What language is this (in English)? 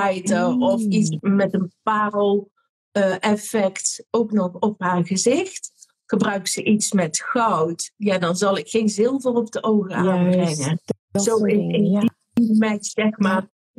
Dutch